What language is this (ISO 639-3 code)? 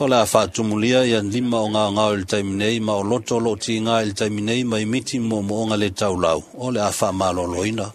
smo